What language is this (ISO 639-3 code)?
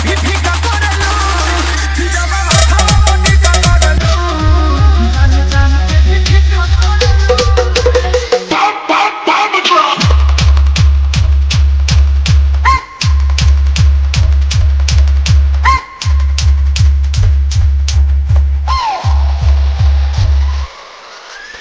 bho